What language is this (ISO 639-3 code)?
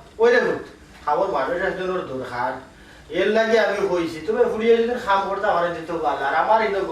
syl